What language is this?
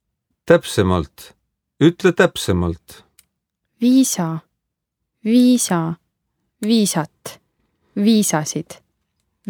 Estonian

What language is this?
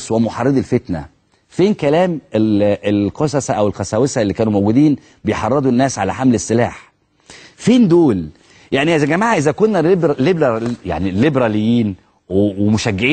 Egyptian Arabic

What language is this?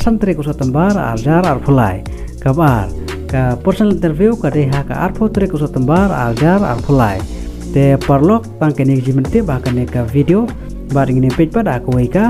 Khasi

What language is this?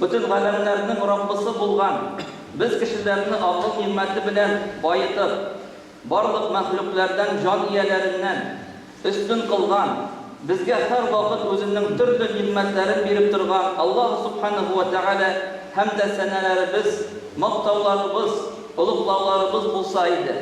Bashkir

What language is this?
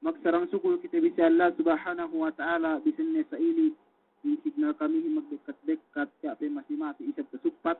Yakan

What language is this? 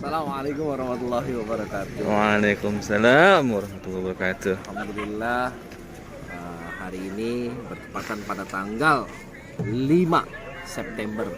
Betawi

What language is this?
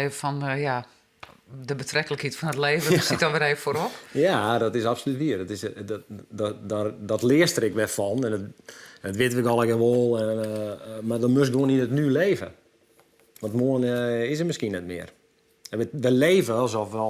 Western Frisian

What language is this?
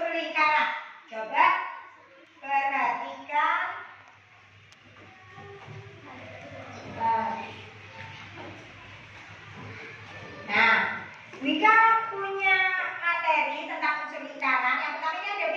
Indonesian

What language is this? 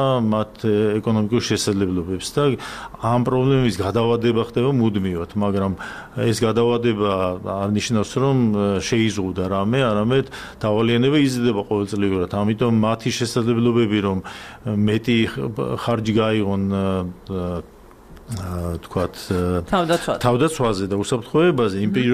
Georgian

